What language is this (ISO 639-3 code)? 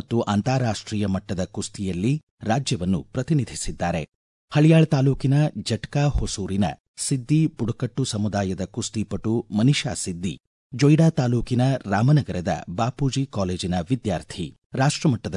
kan